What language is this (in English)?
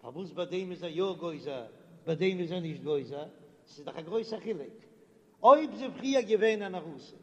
Yiddish